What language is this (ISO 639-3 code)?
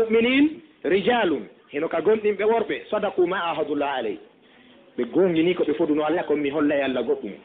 ful